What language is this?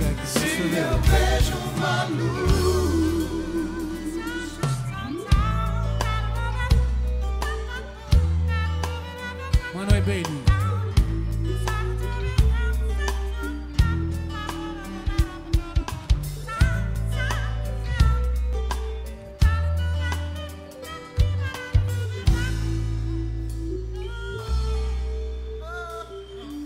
Portuguese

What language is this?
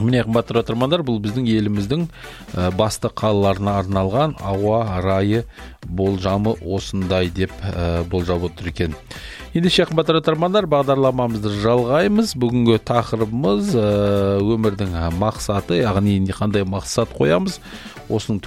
Kazakh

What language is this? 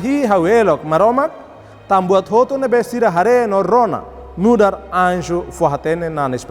Tetum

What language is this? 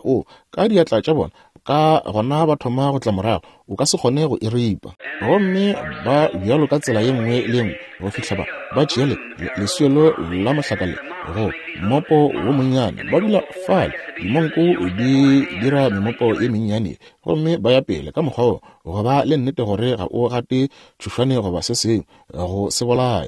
Northern Sotho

